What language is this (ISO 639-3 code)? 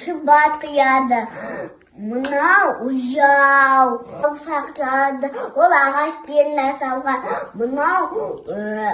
kaz